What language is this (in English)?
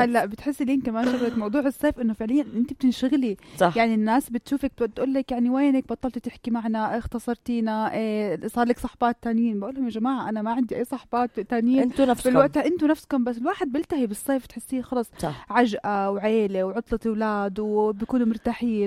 North Levantine Arabic